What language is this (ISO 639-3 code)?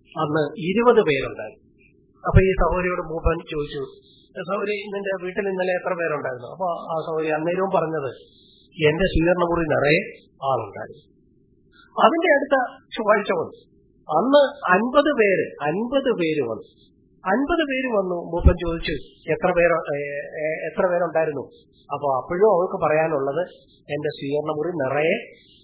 mal